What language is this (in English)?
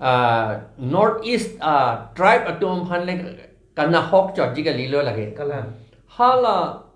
Karbi